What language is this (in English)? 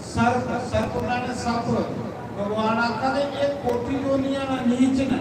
Dogri